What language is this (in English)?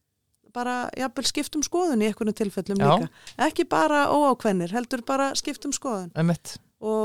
Icelandic